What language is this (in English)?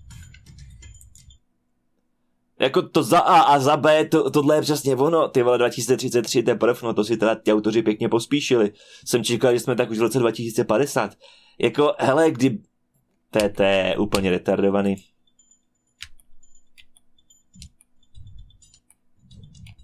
Czech